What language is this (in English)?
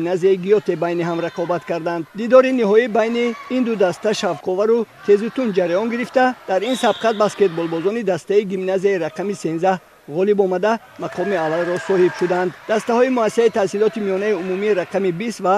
Tajik